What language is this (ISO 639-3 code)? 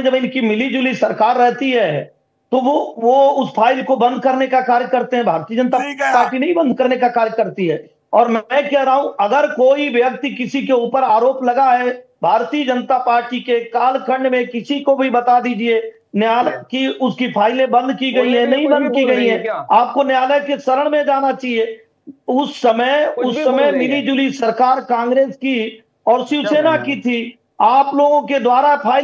hin